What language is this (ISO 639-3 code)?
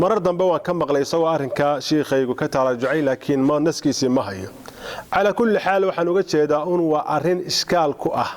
som